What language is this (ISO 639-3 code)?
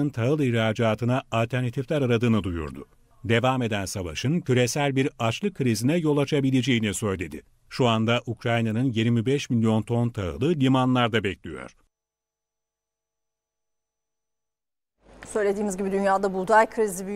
tur